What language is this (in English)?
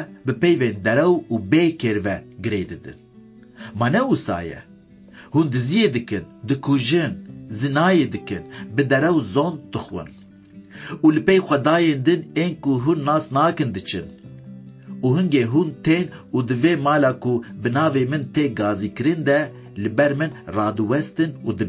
Kurdish